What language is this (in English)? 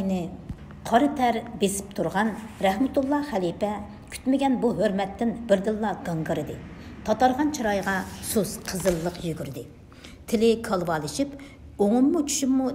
Uyghur